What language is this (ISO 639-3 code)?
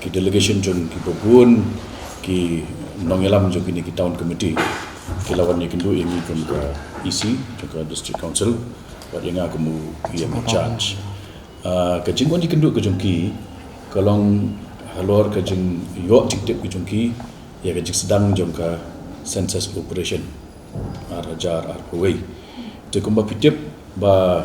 kha